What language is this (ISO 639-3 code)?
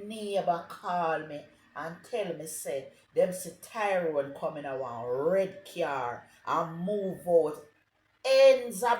jam